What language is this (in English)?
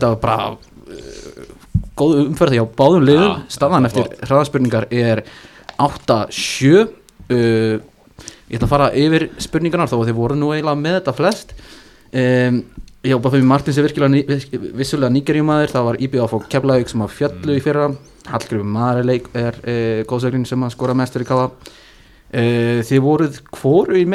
Icelandic